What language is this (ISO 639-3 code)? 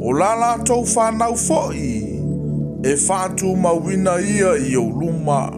smo